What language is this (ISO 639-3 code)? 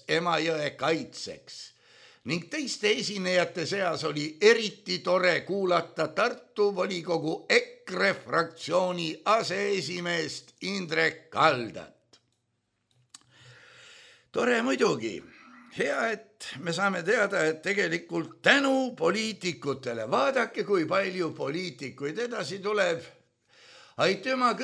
est